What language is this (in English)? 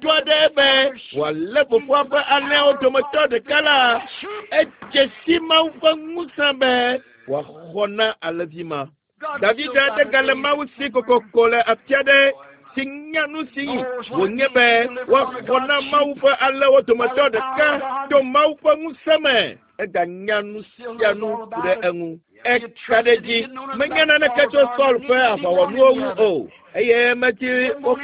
Ewe